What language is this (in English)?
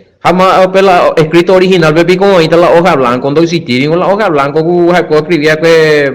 Guarani